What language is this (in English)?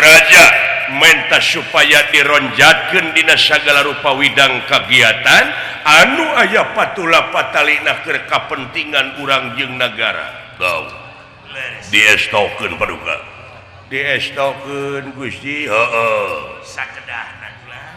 Sundanese